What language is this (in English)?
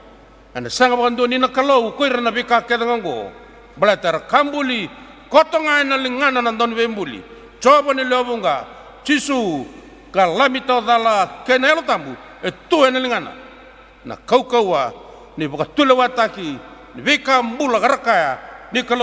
Fijian